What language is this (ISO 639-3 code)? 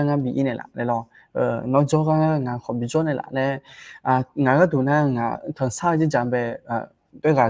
ahk